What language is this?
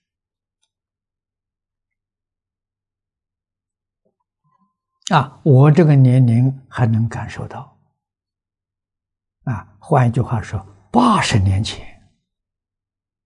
Chinese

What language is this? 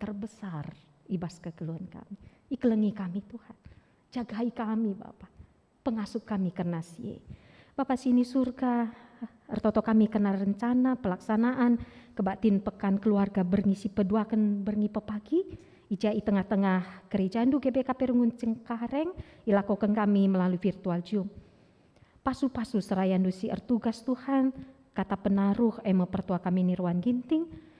Batak Karo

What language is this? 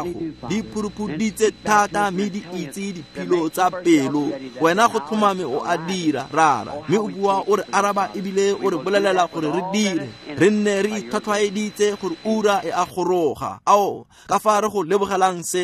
Tswana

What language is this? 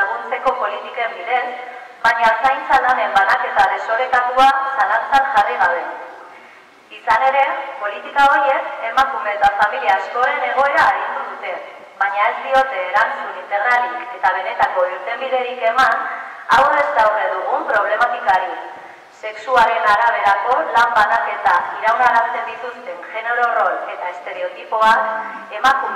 Basque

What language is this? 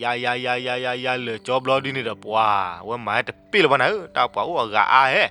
S'gaw Karen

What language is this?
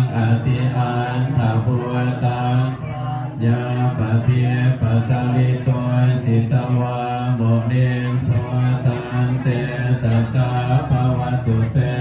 Pali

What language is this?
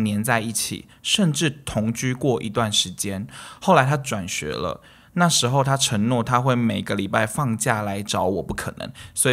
Chinese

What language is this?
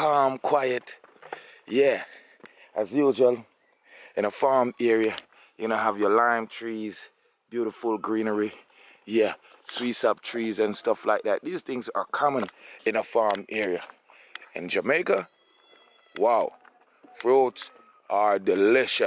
Jamaican Creole English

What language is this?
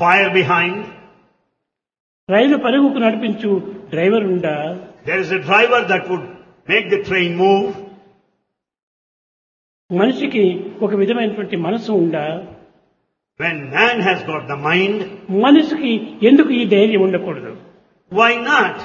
Telugu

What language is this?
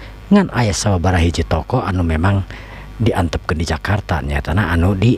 Sundanese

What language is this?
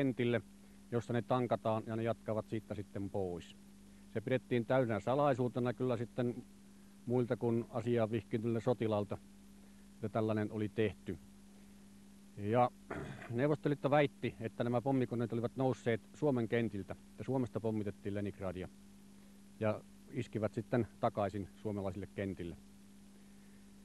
Finnish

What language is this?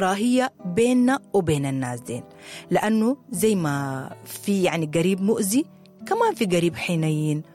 Sudanese Arabic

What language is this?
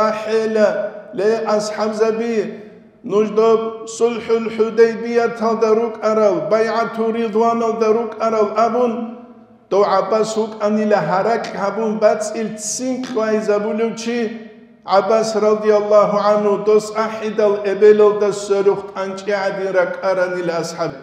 Avaric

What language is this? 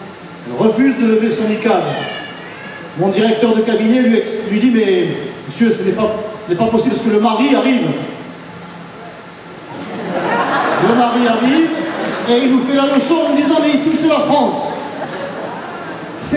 French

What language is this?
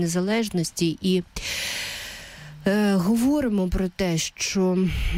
Ukrainian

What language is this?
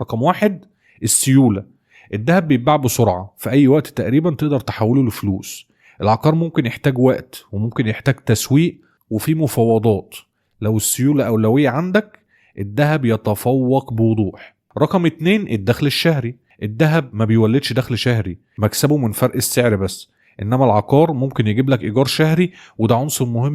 Egyptian Arabic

